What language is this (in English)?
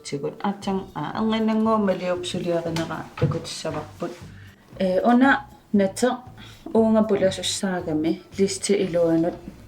Kalaallisut